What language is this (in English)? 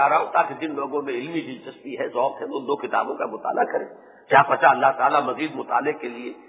Urdu